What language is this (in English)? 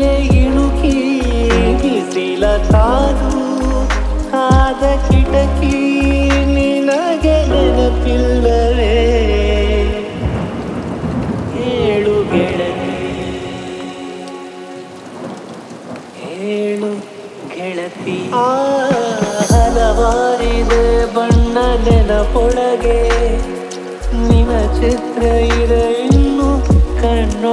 Kannada